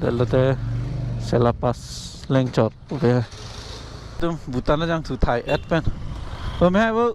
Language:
Karbi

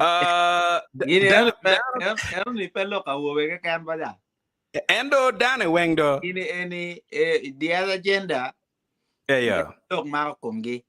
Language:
Acoli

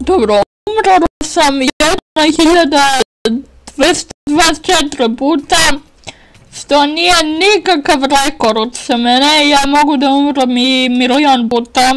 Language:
Bosnian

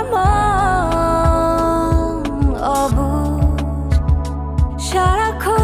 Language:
Bangla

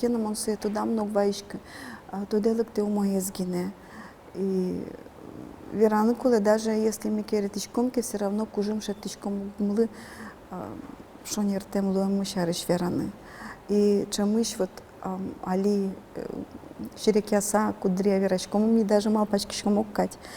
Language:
Udmurt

